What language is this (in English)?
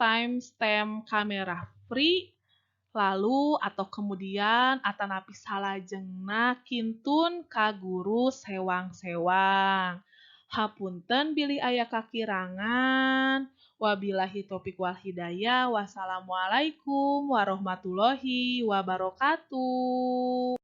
Sundanese